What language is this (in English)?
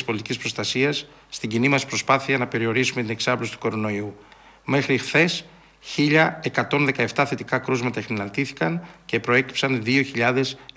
Greek